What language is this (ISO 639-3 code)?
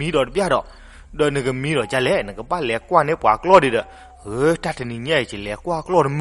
ksw